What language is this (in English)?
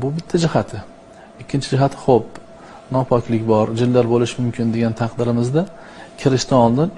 Uzbek